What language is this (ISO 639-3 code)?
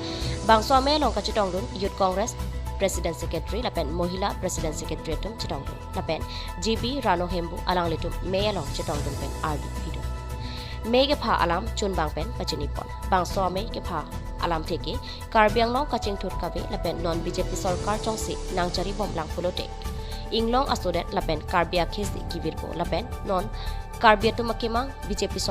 mjw